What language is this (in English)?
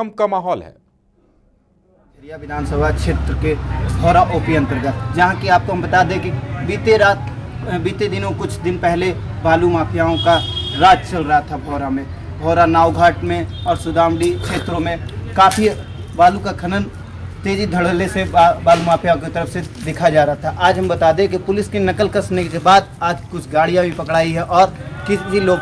Hindi